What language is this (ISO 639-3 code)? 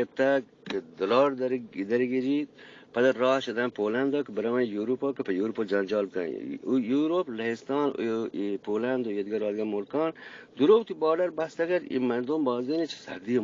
bgp